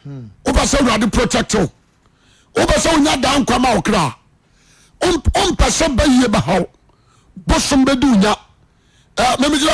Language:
Akan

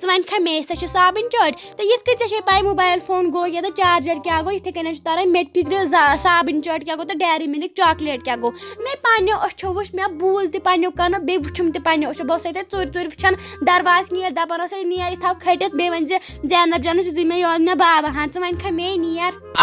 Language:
Kashmiri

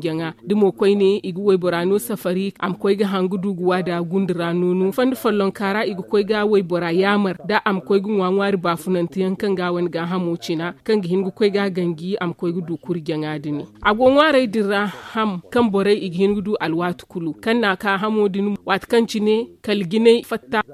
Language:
Zarma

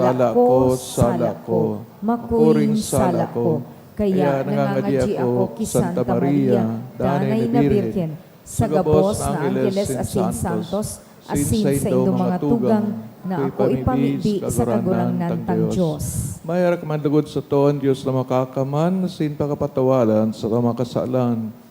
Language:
Bikol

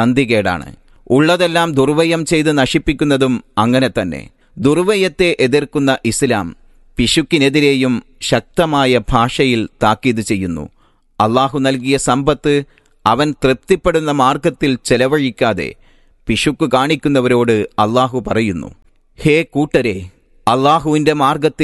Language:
Malayalam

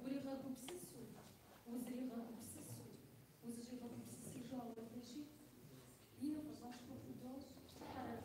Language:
Kabardian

